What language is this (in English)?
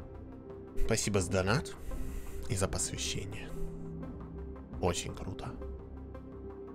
Russian